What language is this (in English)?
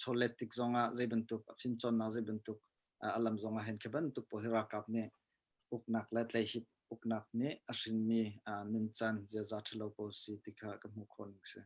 Hakha Chin